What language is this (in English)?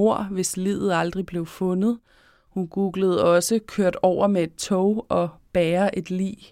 Danish